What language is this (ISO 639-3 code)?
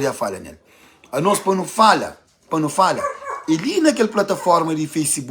kea